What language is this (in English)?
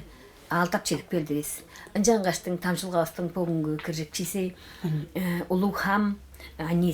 Tuvinian